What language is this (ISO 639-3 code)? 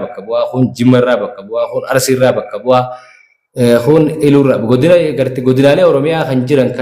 orm